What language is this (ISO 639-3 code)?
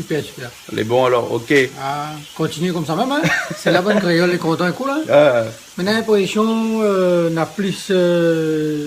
rcf